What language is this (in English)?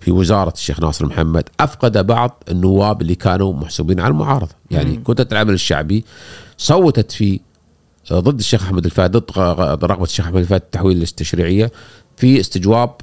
Gulf Arabic